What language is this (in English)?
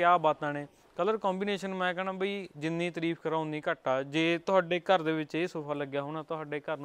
Punjabi